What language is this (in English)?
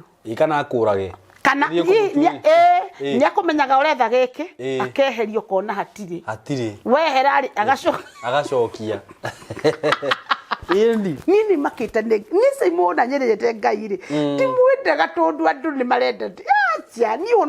Kikuyu